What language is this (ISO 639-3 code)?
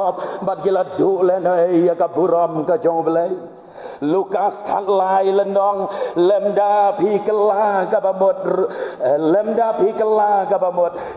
kha